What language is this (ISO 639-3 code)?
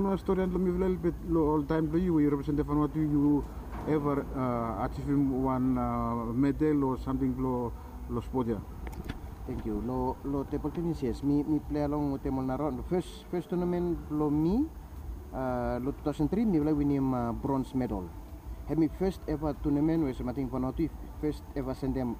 bis